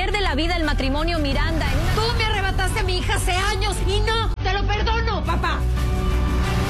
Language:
Spanish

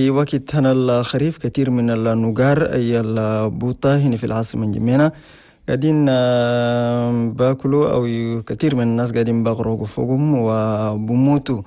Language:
Chadian Arabic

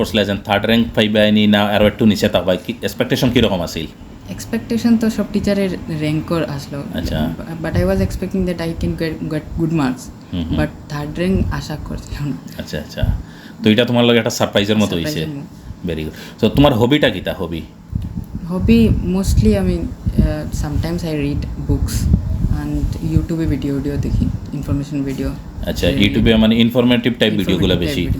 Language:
Sylheti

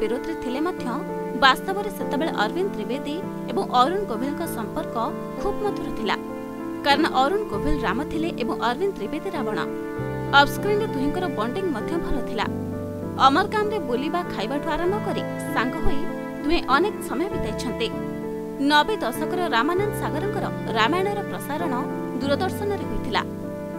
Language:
Odia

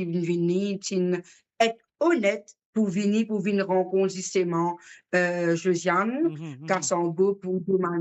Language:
Morisyen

